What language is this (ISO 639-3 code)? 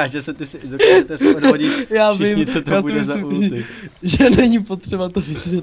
ces